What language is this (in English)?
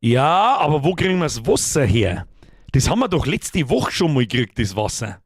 Bavarian